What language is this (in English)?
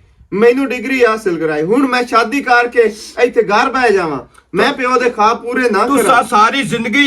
Western Panjabi